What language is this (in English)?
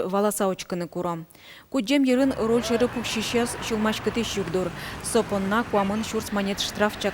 Udmurt